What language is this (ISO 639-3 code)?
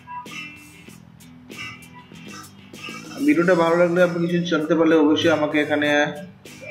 ben